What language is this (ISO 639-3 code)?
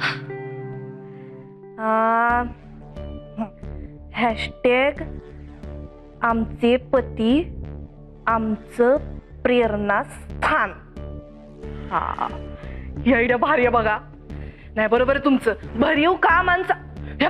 mar